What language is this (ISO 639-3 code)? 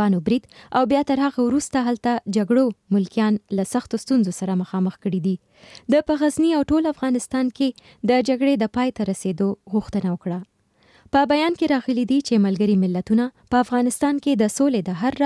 pus